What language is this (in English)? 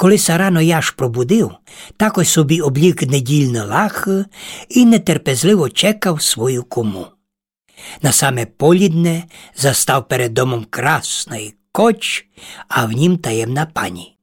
Rusyn